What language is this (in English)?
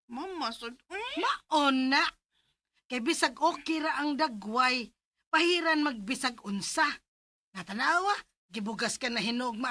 Cebuano